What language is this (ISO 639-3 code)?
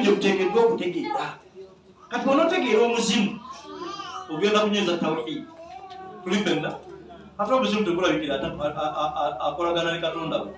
lug